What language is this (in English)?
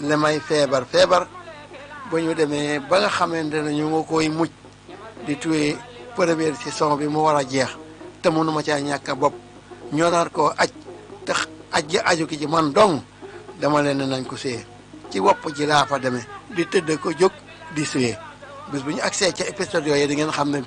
Wolof